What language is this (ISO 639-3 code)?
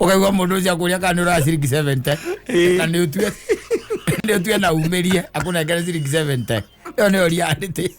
kik